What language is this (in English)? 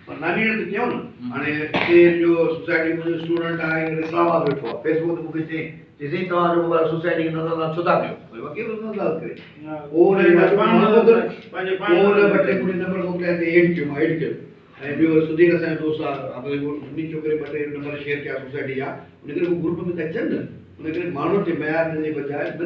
Sindhi